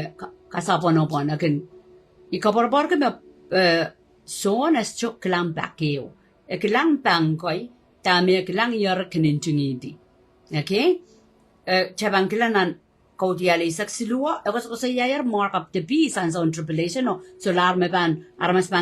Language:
Pohnpeian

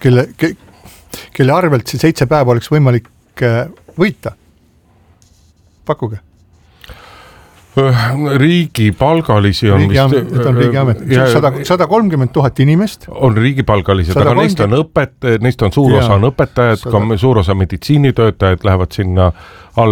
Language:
Estonian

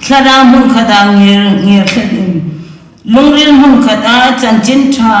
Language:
Hmar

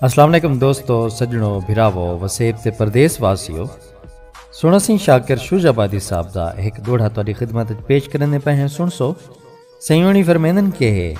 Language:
Saraiki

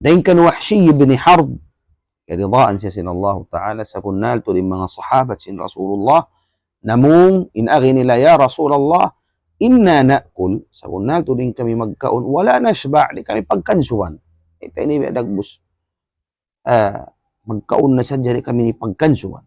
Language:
Tausug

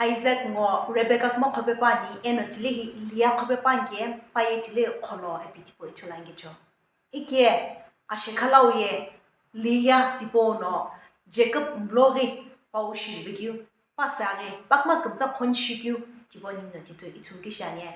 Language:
Sumi Naga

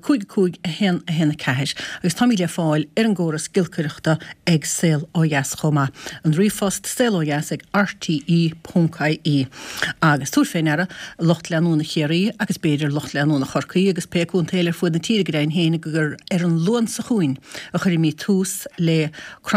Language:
Irish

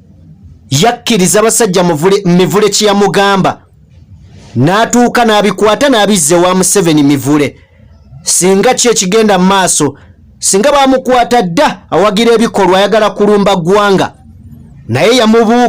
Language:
Ganda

